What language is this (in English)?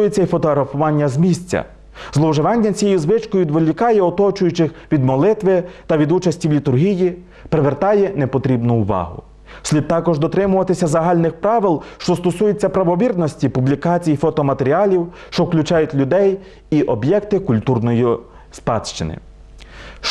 Ukrainian